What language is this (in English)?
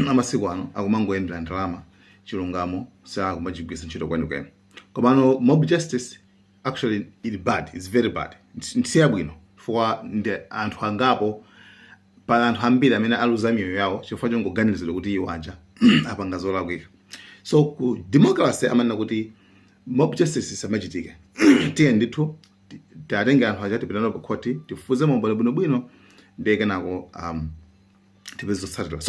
Nyanja